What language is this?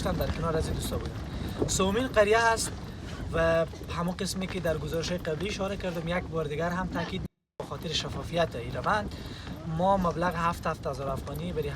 Persian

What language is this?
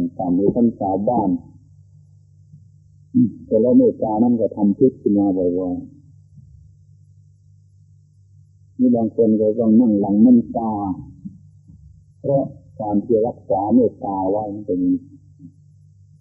Thai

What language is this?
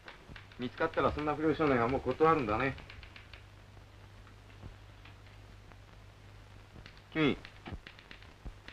Japanese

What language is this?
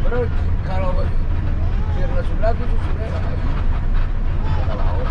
Minangkabau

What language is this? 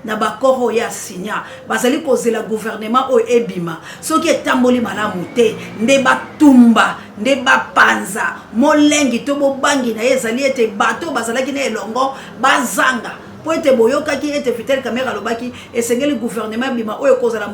Lingala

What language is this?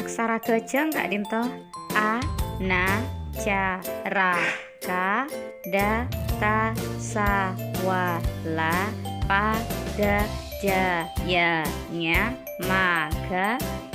Madurese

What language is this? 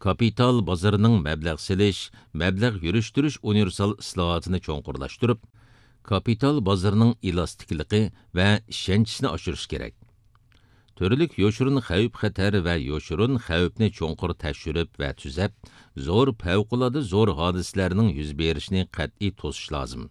Uyghur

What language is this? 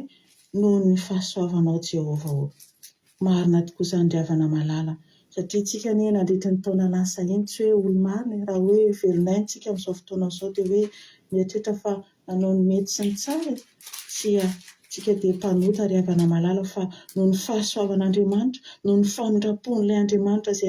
Malagasy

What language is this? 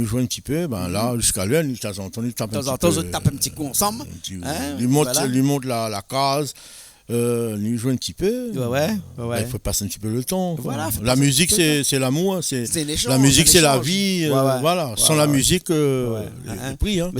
Réunion Creole French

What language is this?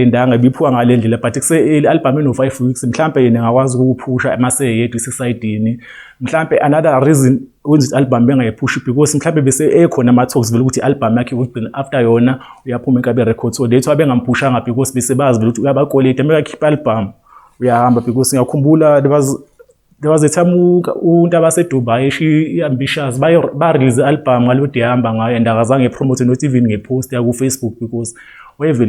Zulu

